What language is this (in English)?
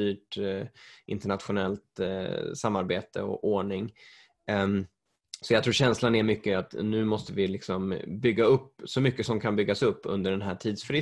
Swedish